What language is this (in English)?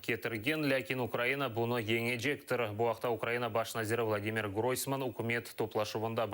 Crimean Tatar